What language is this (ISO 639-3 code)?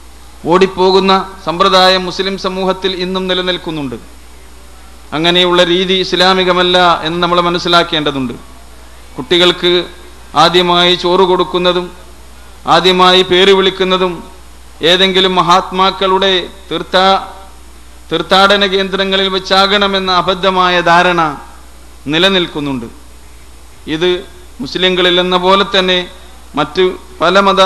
mal